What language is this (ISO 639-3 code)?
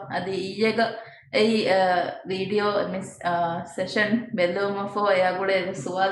div